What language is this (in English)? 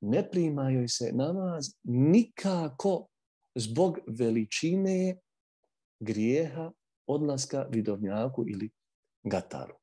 Bosnian